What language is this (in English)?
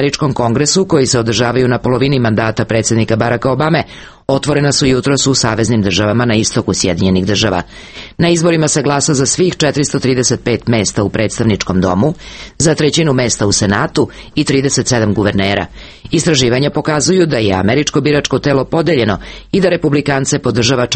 Serbian